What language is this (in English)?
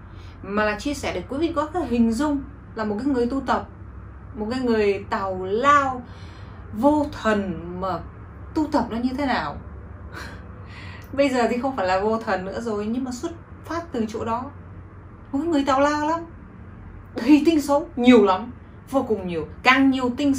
Vietnamese